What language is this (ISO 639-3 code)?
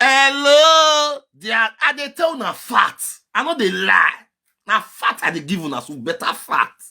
pcm